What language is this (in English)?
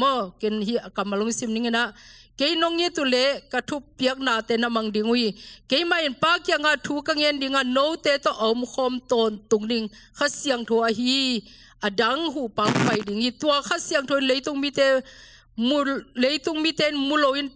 Tedim Chin